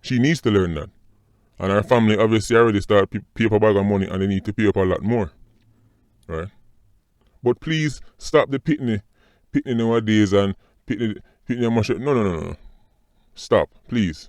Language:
Jamaican Creole English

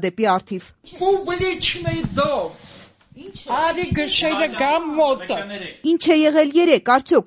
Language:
Armenian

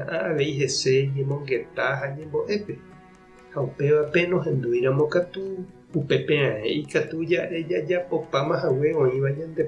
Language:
Guarani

